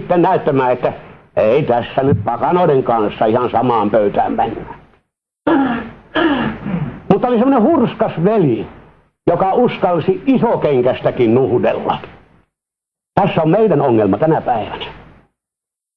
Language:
Finnish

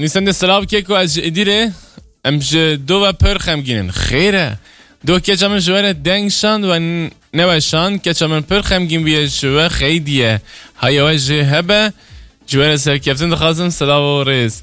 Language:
Kurdish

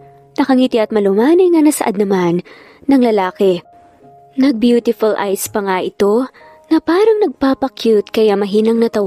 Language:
Filipino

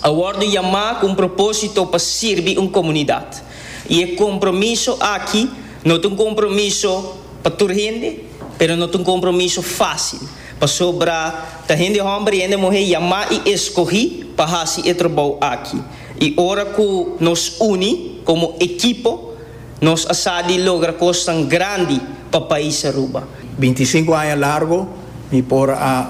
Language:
Papiamento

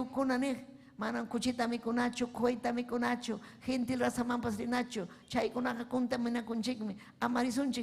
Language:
Ayacucho Quechua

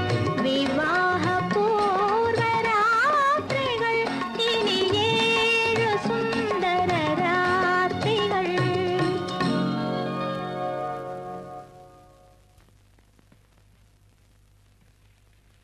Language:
Malayalam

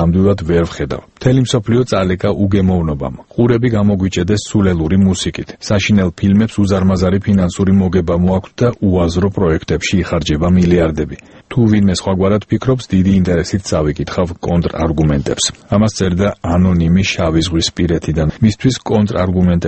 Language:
Georgian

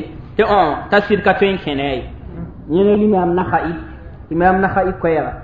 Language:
Mossi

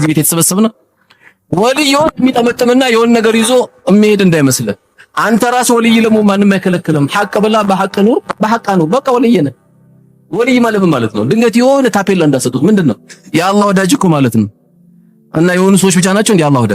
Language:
Amharic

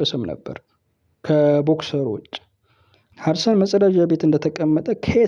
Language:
Amharic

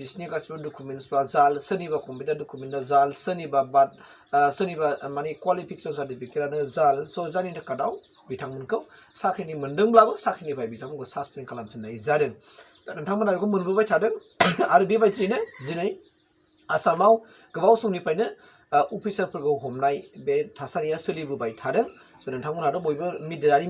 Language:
Bodo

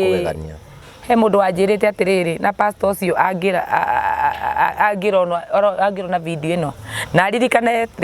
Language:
Kikuyu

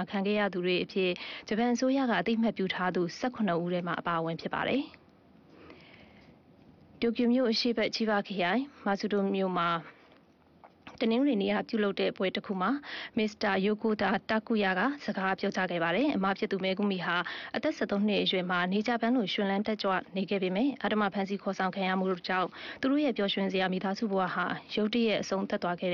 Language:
Burmese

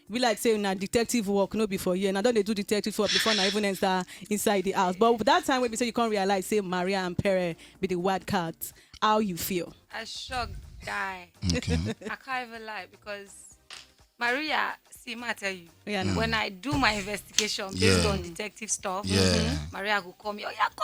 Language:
Nigerian Pidgin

